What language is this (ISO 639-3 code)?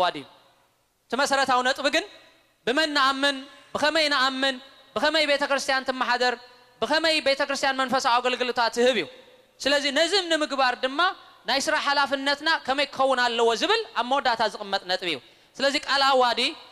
tir